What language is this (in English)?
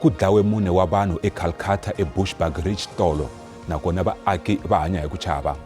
Tsonga